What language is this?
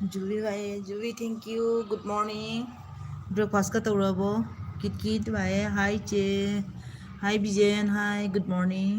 Manipuri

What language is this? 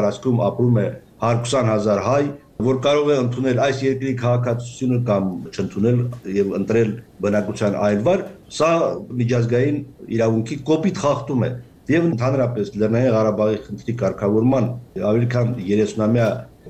Armenian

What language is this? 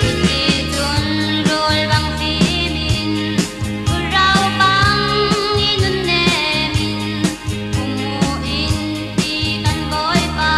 Falam Chin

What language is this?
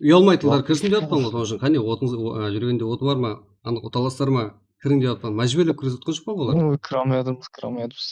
Kara-Kalpak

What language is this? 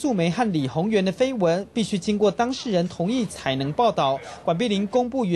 Chinese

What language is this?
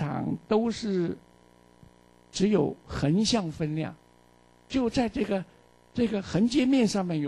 Chinese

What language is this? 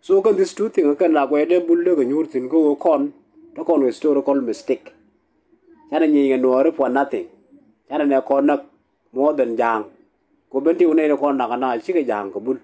Nuer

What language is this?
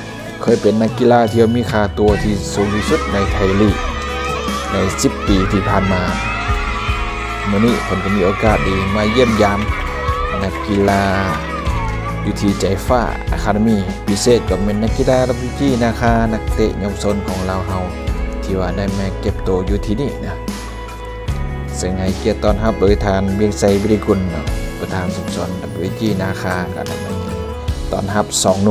Lao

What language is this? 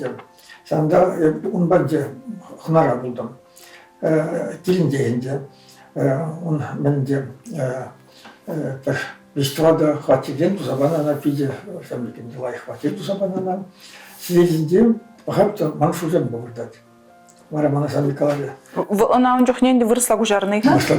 Chuvash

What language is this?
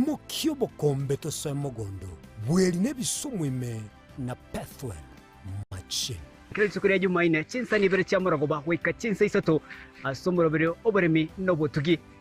Gusii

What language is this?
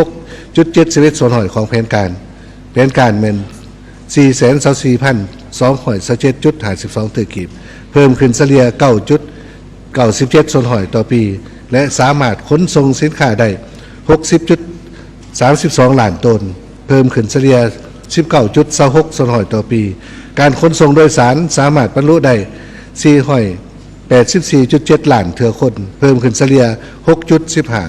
Lao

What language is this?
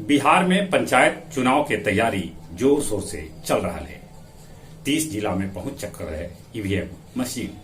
Magahi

